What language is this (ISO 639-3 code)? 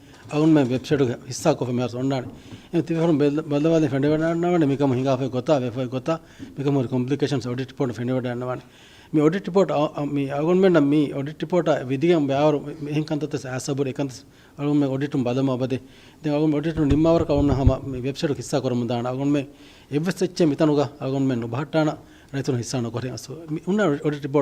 div